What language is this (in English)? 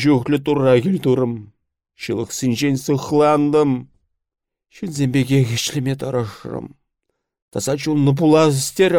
Chuvash